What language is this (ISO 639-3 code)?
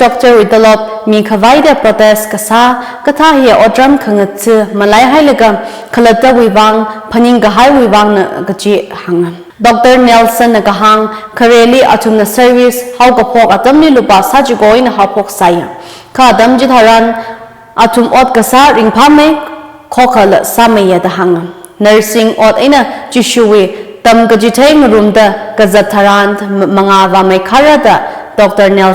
nmf